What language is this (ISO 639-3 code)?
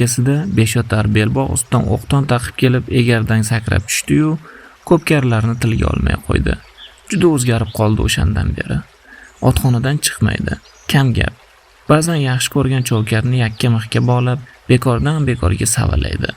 uzb